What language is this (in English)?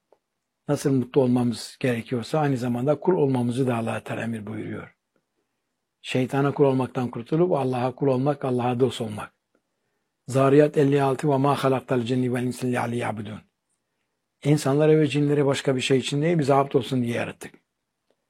Turkish